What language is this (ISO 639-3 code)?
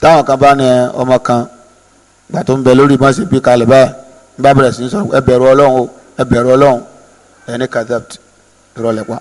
yor